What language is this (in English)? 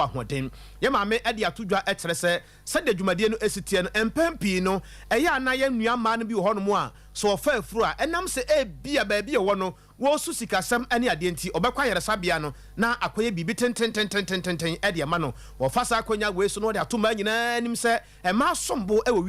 Akan